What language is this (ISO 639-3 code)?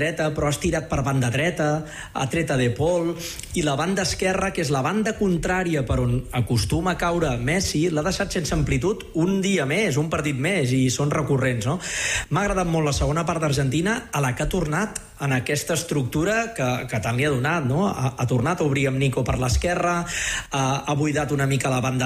cat